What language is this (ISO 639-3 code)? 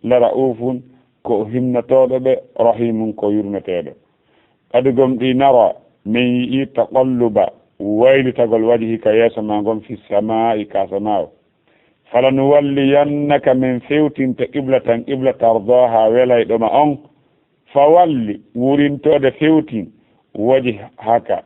ful